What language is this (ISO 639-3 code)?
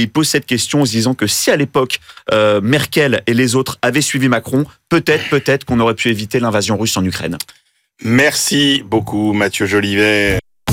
fra